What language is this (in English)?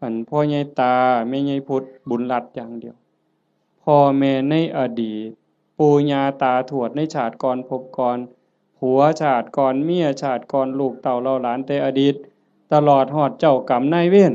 Northeastern Thai